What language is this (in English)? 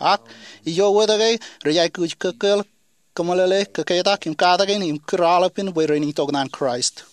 Marshallese